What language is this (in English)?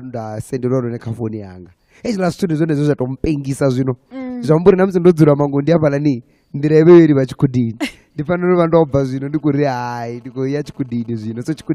Venda